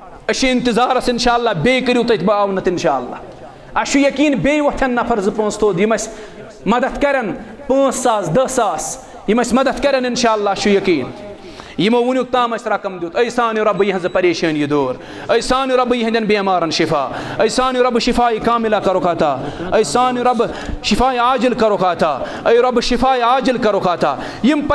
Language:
Kashmiri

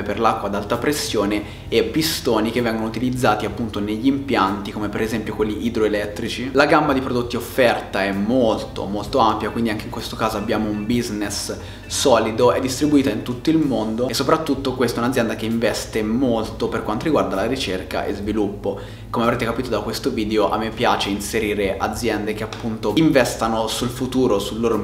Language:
Italian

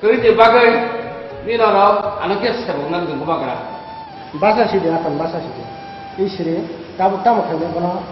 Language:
Kok Borok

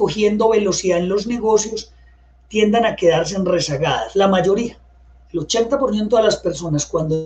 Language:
Spanish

